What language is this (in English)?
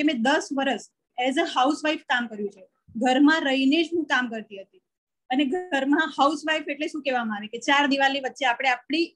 Gujarati